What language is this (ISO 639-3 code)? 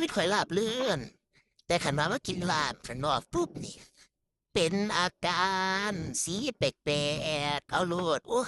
tts